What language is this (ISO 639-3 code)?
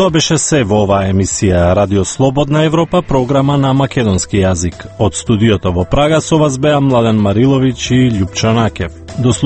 mkd